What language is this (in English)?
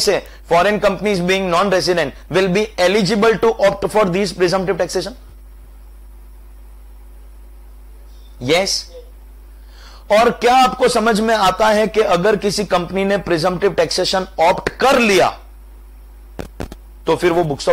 Hindi